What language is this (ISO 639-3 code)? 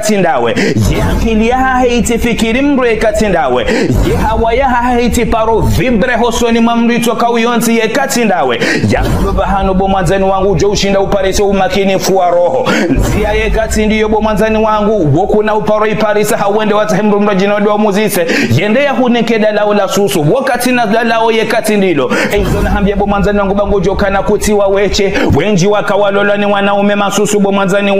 zdj